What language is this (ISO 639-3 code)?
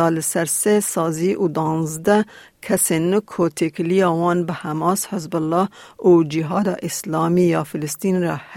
kur